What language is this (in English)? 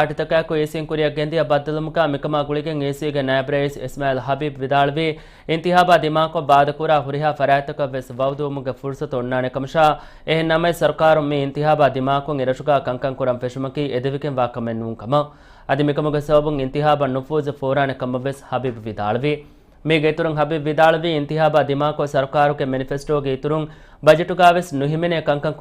Divehi